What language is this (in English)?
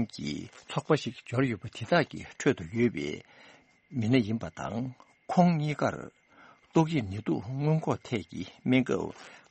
Tibetan